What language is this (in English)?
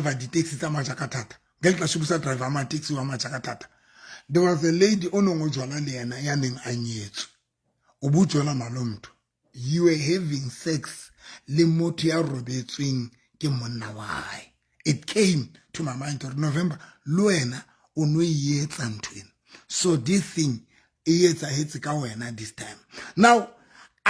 Southern Sotho